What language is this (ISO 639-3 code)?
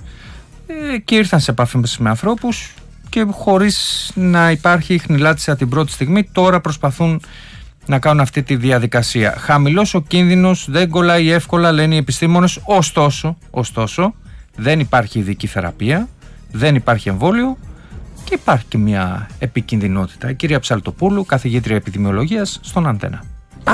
ell